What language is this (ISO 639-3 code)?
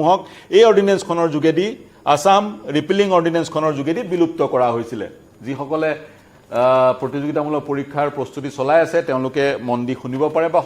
asm